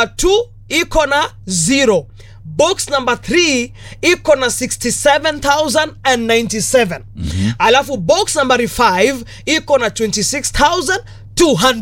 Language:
Swahili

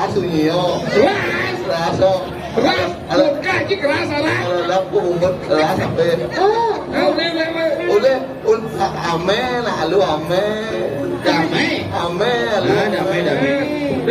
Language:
Balinese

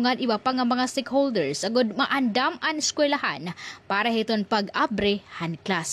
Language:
Waray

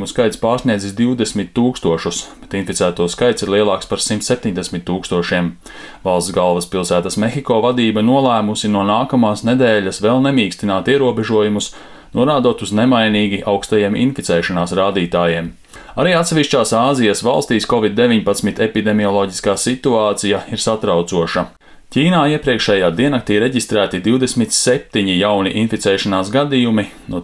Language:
Latvian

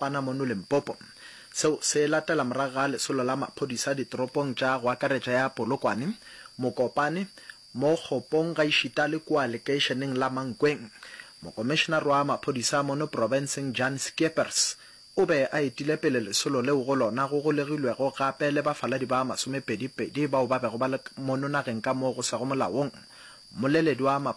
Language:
Northern Sotho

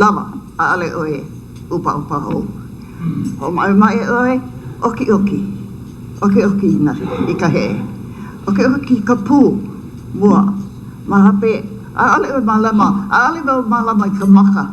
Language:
Hawaiian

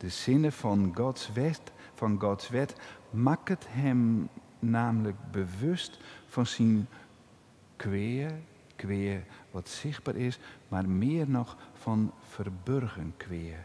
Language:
Western Frisian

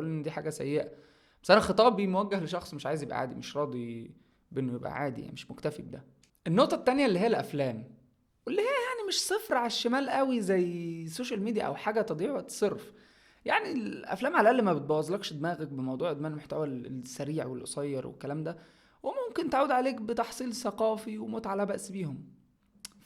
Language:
Egyptian Arabic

